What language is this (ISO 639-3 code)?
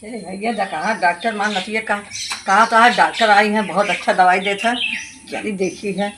awa